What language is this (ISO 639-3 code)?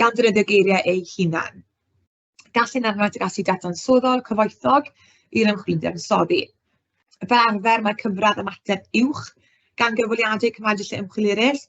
cym